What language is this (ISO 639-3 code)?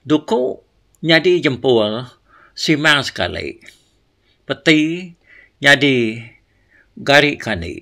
iba